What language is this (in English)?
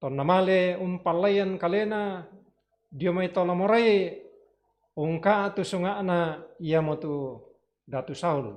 Toraja-Sa'dan